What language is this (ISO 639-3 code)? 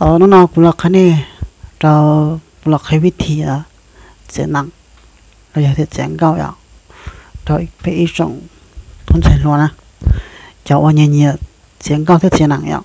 hmn